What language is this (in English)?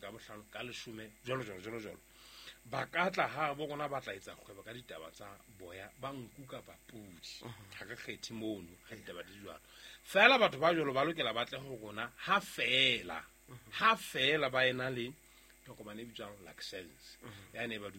Southern Sotho